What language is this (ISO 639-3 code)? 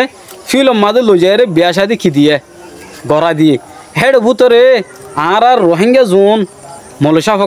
rhg